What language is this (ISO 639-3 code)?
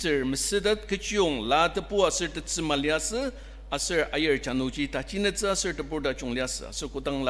njo